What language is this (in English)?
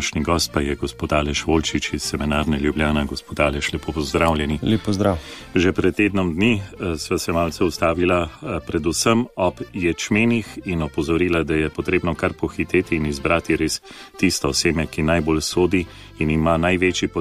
Slovenian